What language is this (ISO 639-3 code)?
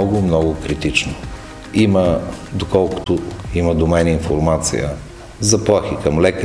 bul